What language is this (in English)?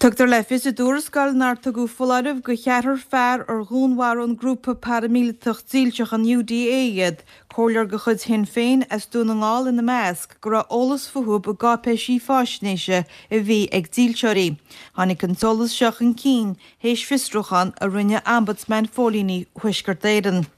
Irish